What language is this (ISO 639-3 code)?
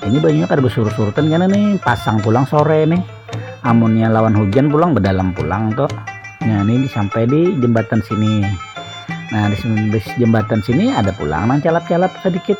bjn